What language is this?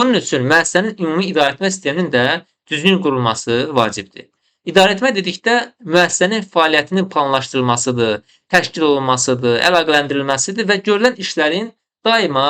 Azerbaijani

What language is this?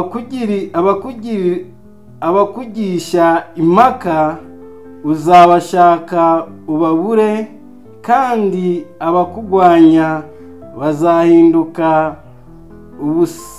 Kinyarwanda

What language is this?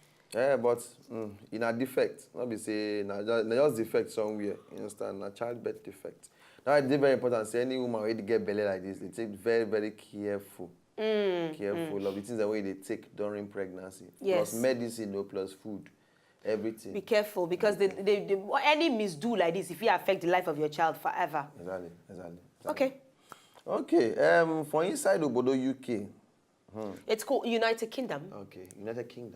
Nigerian Pidgin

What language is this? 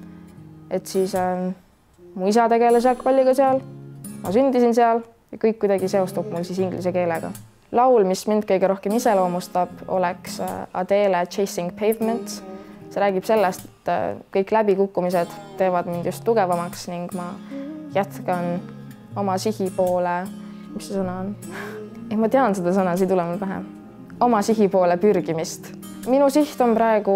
Estonian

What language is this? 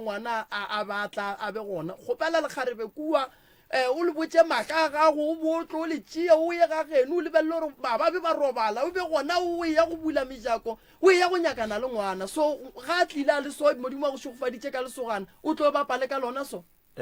Northern Sotho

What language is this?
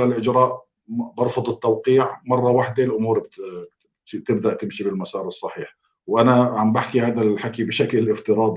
North Levantine Arabic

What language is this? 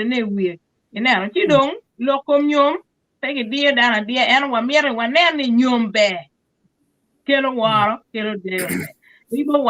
Acoli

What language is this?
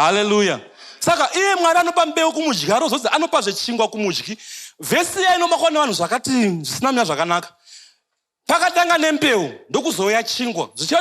Shona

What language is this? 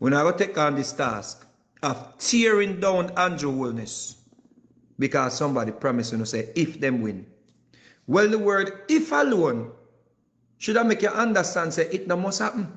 Jamaican Creole English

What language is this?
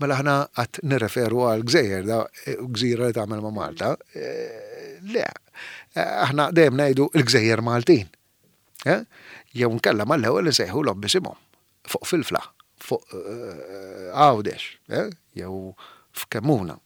Maltese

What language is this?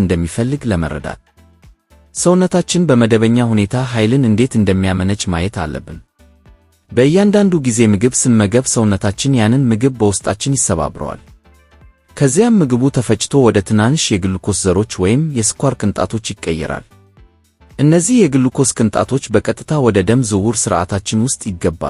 Amharic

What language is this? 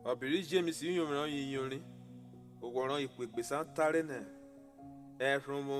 Urhobo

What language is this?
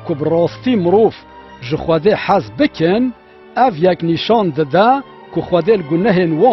Kurdish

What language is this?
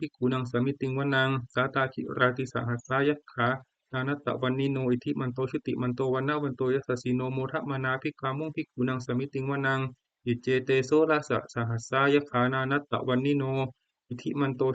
Pali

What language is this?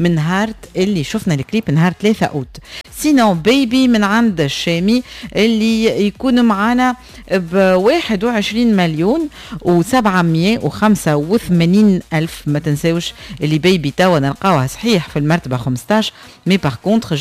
Tunisian Arabic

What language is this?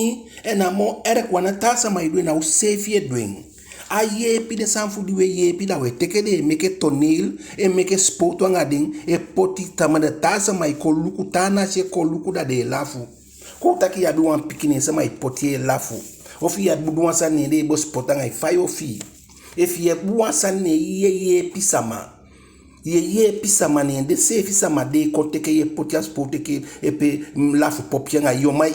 Eastern Maroon Creole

